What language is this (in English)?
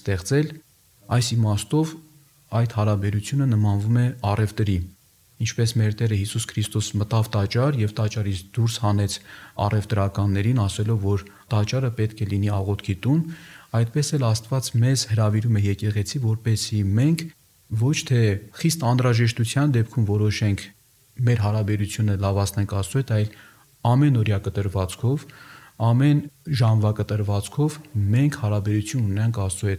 Armenian